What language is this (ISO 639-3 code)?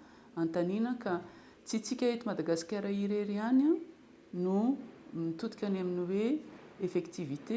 mlg